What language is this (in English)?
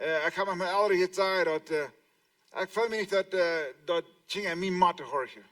Plautdietsch